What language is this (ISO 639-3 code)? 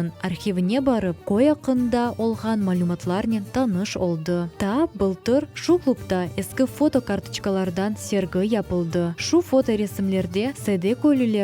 crh